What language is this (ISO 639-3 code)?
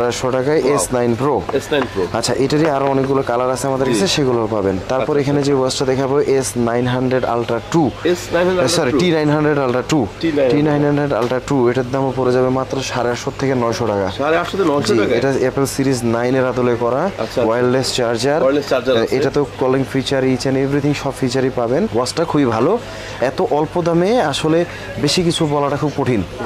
ben